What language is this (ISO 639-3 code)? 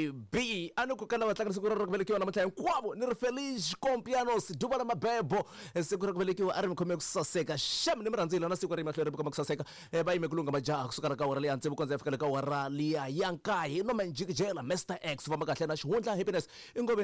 tso